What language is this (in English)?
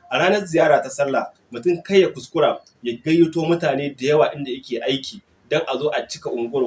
Hausa